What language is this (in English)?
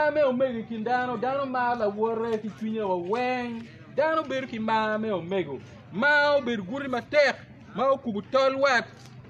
Acoli